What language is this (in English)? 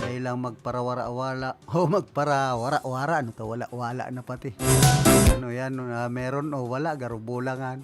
Bikol